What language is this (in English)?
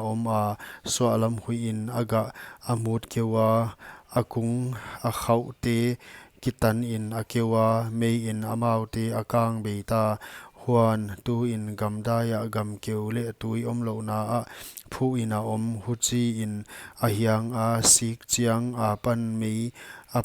Paite Chin